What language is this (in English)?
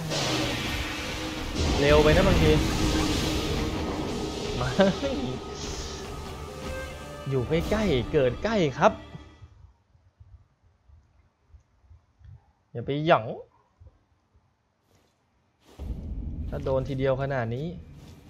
Thai